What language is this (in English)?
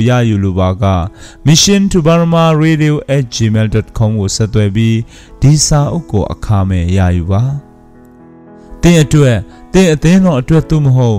Burmese